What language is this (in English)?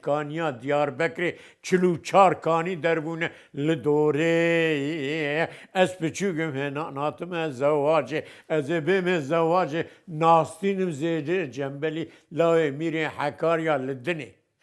Kurdish